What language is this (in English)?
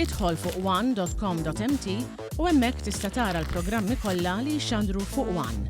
Maltese